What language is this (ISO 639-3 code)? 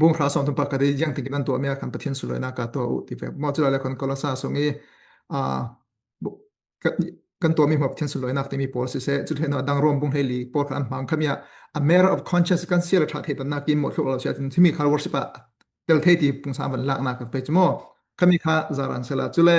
cfm